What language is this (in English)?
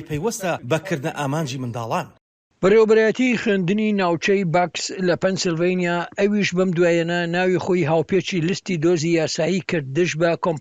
Central Kurdish